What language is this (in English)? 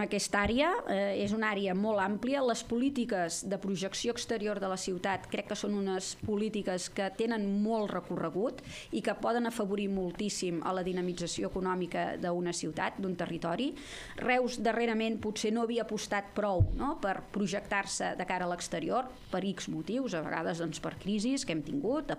Catalan